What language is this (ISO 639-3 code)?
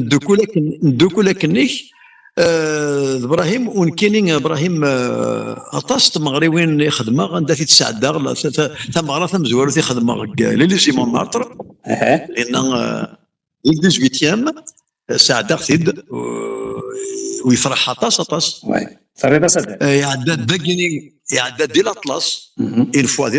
kab